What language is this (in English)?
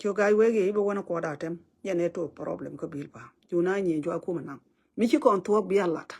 Nuer